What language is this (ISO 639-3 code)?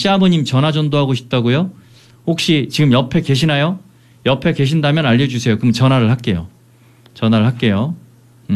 kor